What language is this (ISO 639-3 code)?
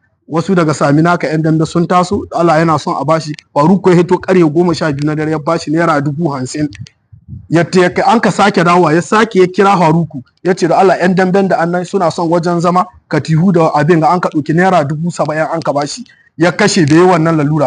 hau